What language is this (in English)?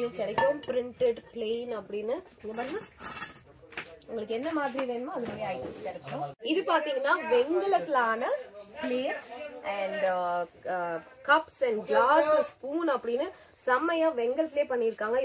Tamil